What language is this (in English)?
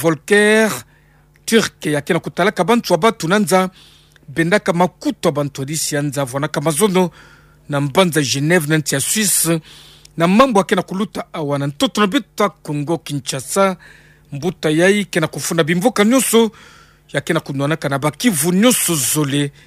Kituba (Democratic Republic of Congo)